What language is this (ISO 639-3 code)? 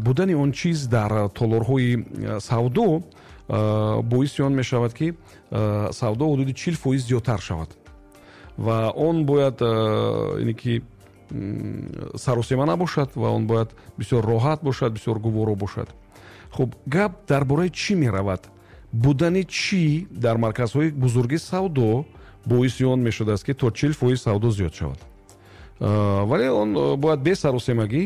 tgk